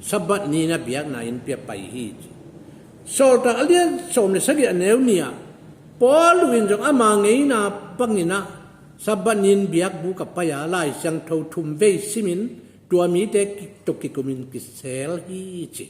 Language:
Tedim Chin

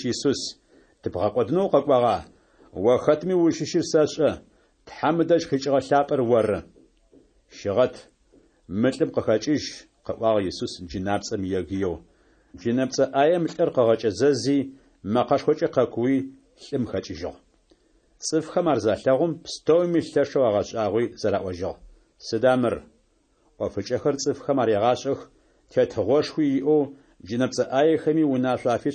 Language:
Adyghe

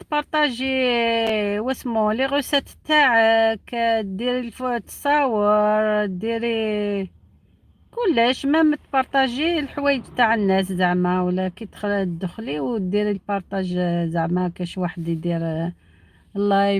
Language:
Algerian Arabic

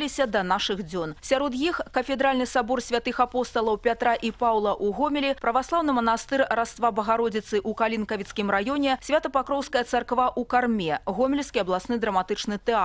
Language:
Belarusian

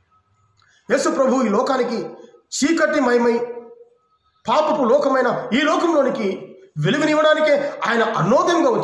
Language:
Telugu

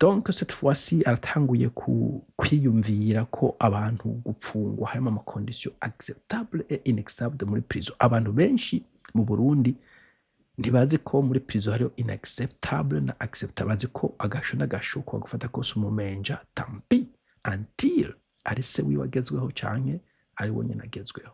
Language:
Rundi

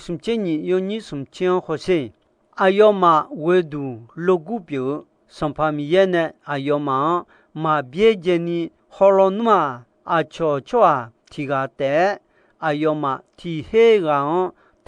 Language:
Akha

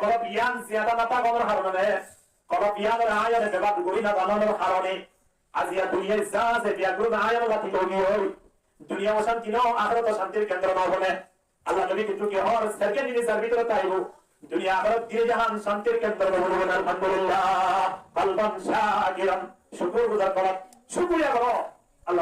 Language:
Rohingya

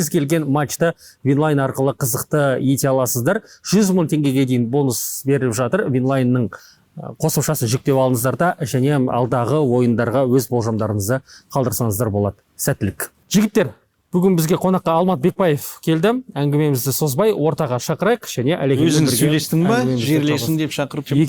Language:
Kazakh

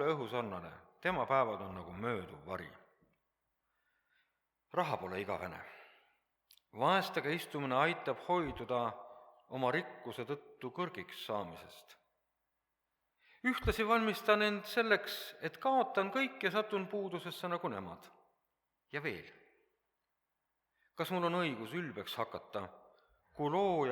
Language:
Estonian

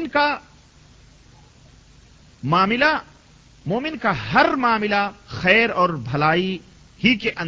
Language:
Urdu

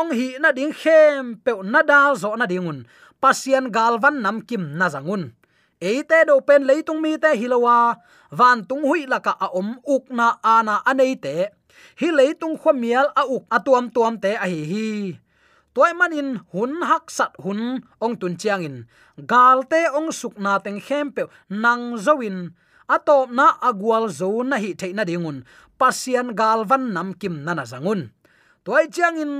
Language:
Tedim Chin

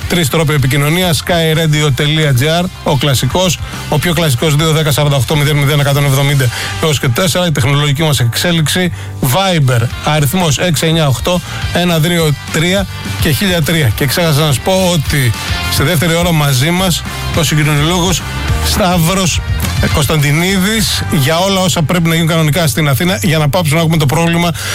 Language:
Greek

